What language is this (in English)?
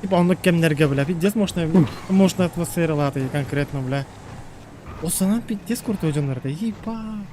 Yakut